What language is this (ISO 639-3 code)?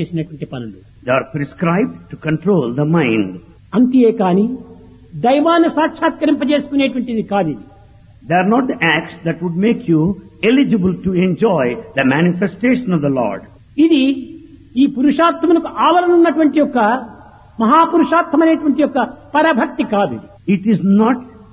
tel